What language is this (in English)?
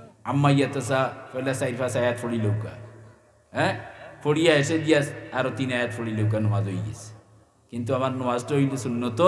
Sylheti